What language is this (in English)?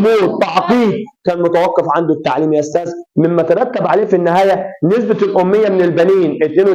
Egyptian Arabic